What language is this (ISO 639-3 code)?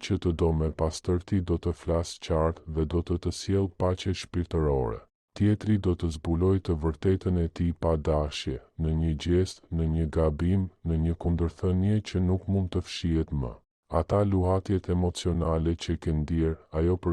sqi